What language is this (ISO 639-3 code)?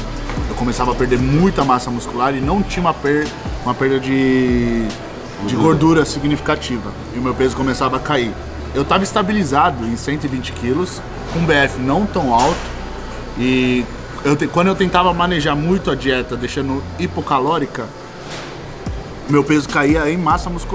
por